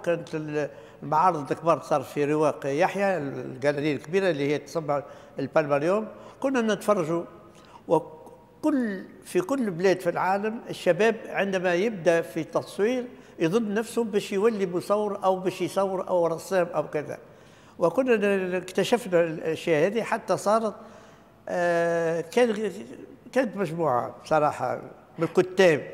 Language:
Tunisian Arabic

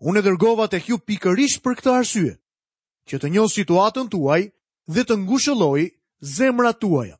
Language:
Albanian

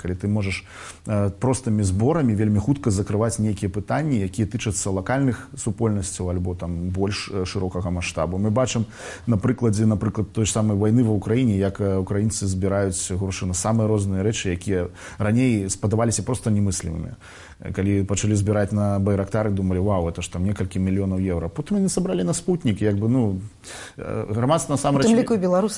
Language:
Belarusian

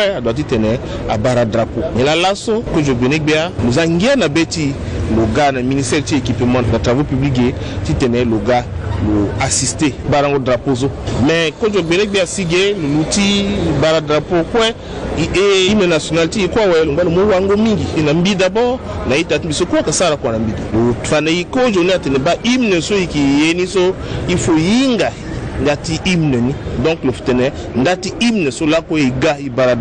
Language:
Sango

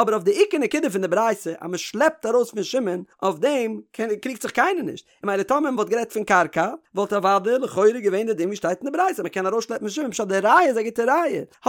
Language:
Yiddish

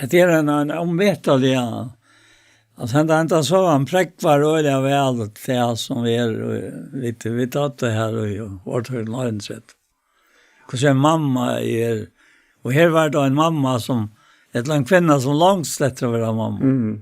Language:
Faroese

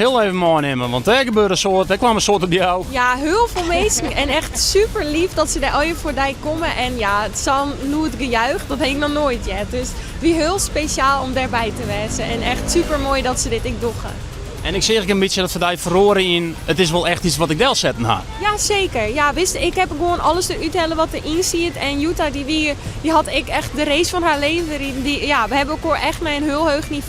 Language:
Western Frisian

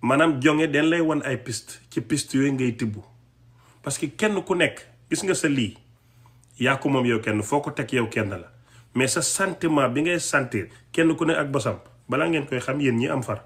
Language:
Wolof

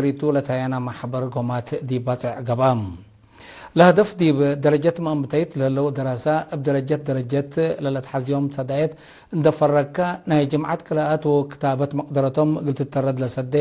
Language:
Tigre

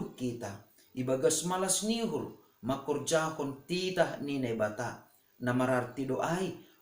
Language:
Batak Simalungun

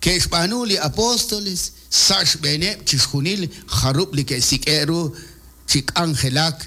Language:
Kekchí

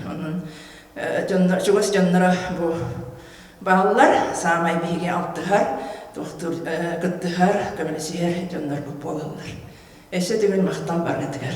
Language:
Yakut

